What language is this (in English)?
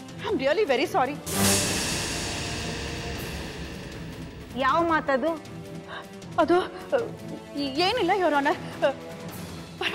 Kannada